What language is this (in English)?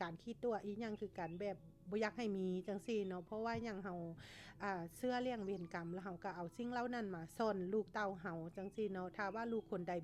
Lao